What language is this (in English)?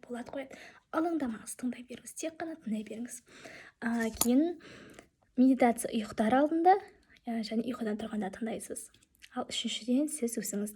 Kazakh